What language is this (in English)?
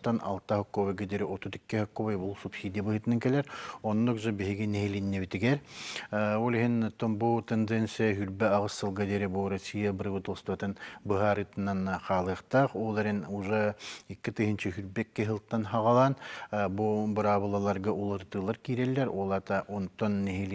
Yakut